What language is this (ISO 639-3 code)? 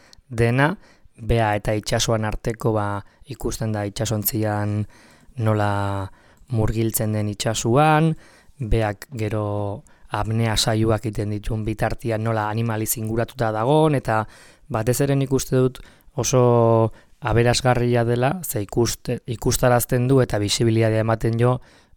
eus